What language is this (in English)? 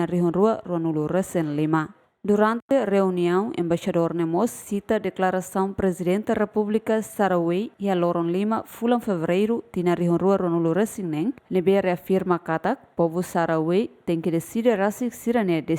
Tetum